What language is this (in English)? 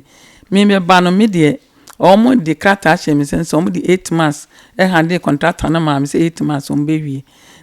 Akan